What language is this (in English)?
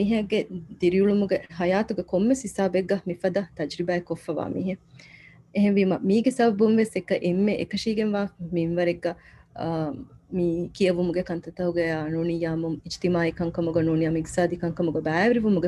Divehi